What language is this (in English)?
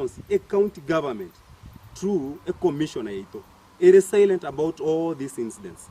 Gusii